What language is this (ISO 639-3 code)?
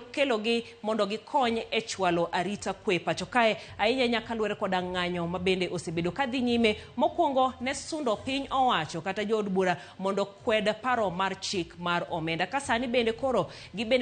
luo